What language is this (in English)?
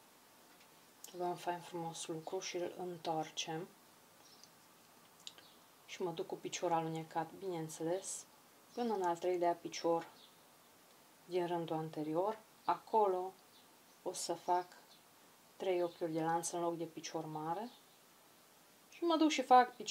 Romanian